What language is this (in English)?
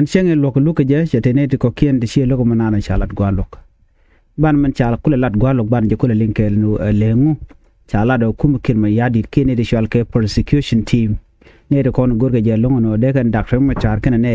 Nuer